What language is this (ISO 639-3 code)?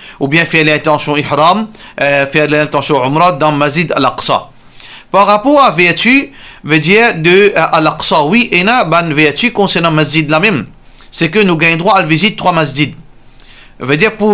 mfe